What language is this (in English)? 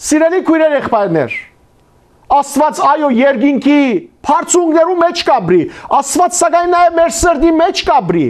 Western Armenian